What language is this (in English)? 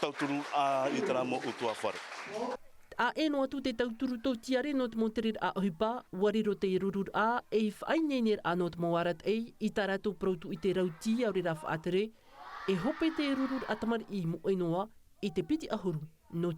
Tahitian